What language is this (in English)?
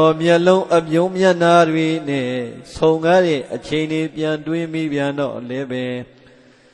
Burmese